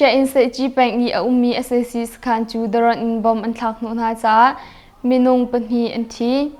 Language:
Hakha Chin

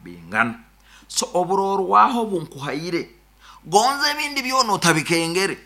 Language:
Nyoro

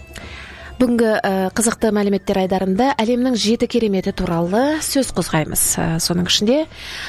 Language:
Kazakh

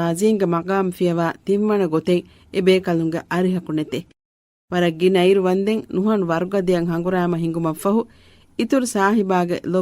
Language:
Divehi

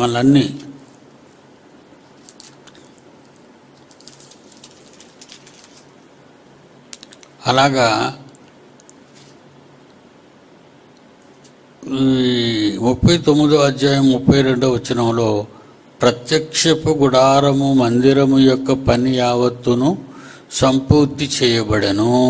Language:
Telugu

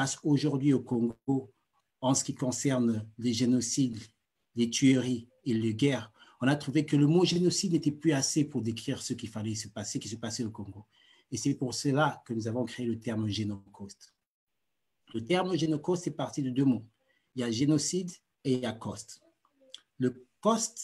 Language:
French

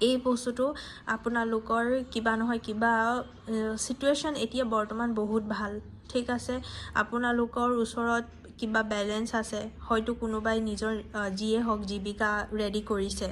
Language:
Assamese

